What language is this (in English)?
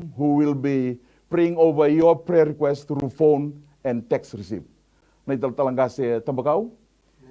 Fijian